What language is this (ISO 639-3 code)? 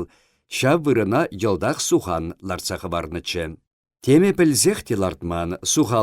chv